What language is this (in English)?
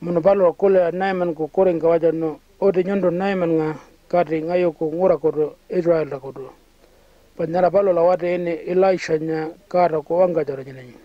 Pitjantjatjara